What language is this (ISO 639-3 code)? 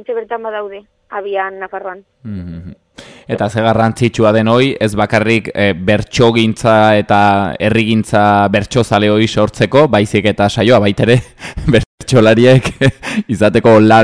eus